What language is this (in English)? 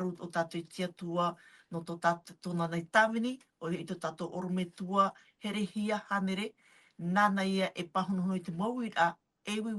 Tahitian